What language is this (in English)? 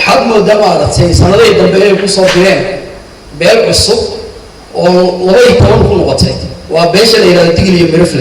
Somali